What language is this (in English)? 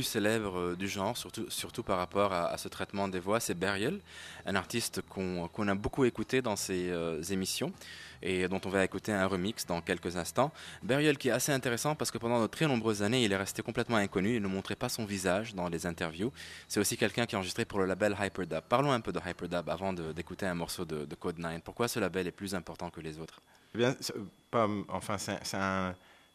French